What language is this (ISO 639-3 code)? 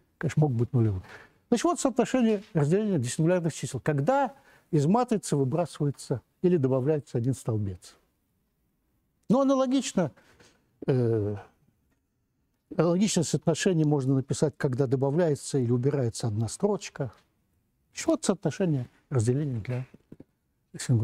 rus